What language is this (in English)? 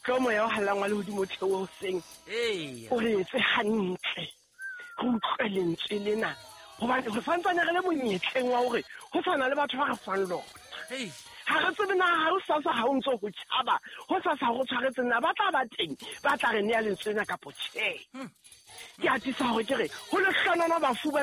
Southern Sotho